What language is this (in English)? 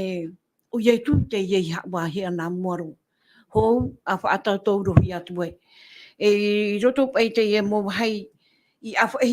Tahitian